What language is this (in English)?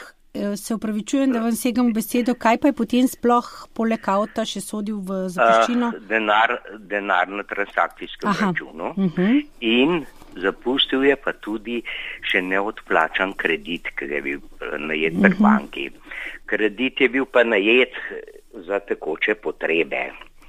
Slovenian